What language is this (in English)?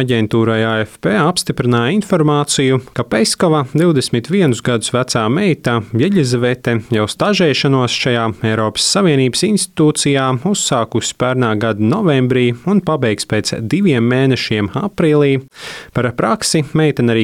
Latvian